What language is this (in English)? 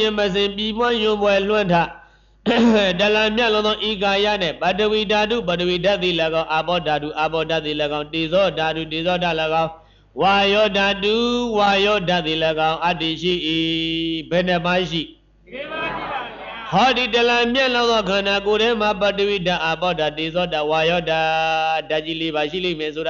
Burmese